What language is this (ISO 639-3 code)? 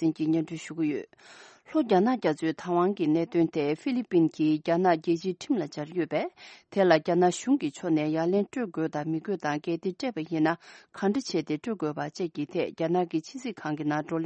bod